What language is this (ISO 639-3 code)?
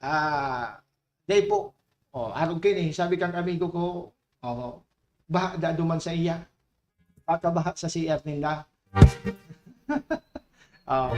bik